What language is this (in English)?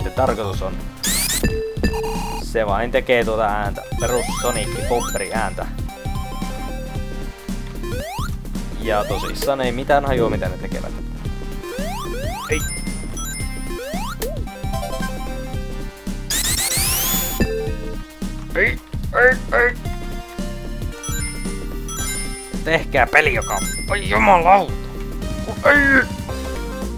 Finnish